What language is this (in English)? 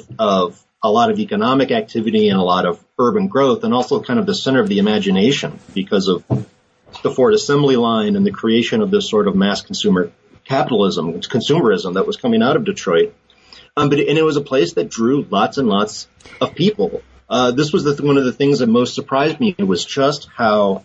English